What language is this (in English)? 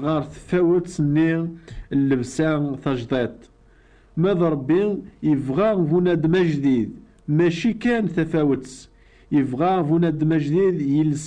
Kabyle